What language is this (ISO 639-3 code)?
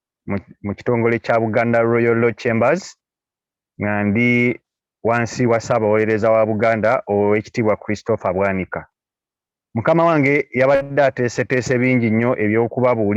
lug